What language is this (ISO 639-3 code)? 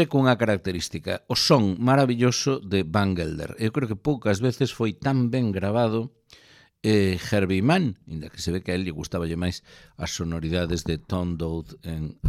glg